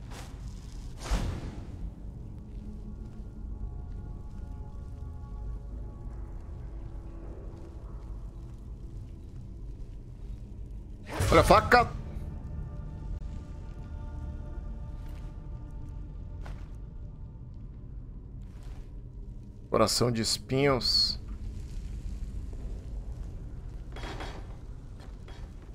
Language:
Portuguese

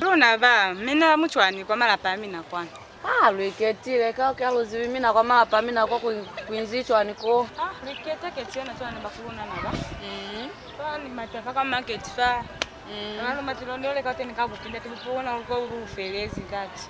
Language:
Lozi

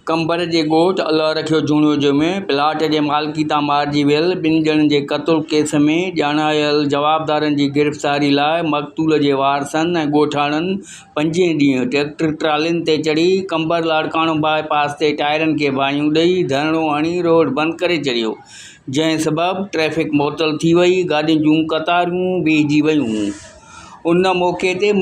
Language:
Sindhi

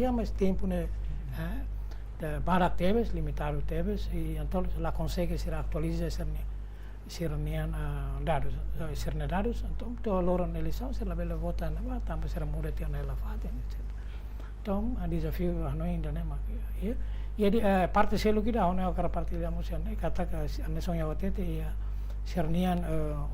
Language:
Tetum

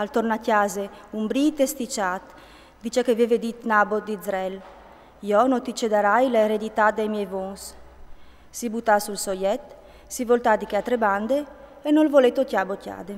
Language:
Friulian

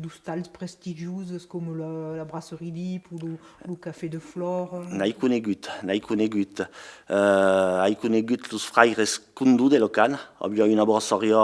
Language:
Occitan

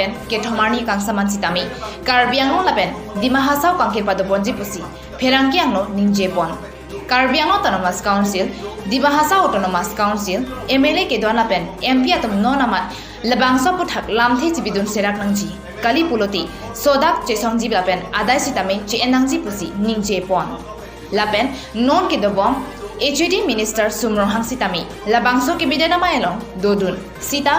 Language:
Karbi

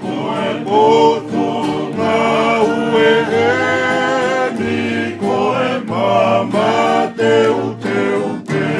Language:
Tongan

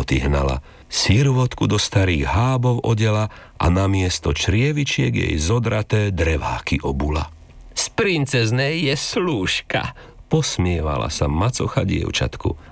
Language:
Slovak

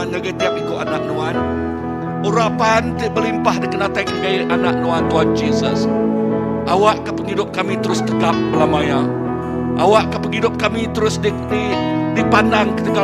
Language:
Iban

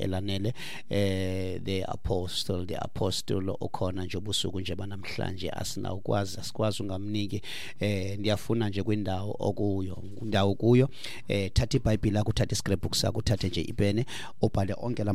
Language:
Xhosa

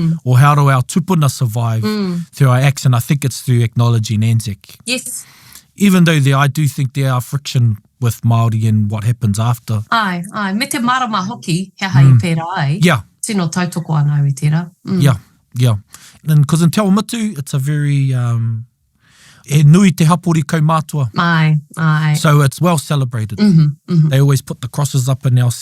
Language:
Māori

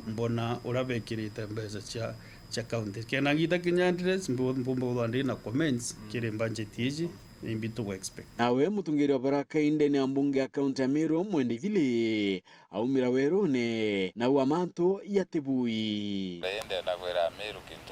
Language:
Meru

